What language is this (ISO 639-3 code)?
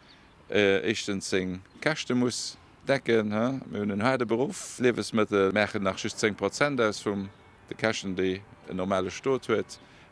ltz